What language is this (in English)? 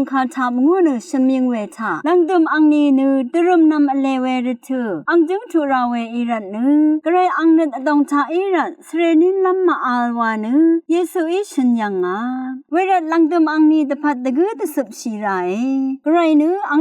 Rawang